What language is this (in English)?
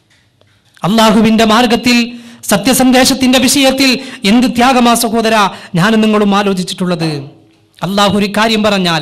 Malayalam